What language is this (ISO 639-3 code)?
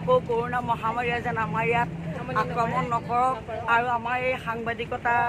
asm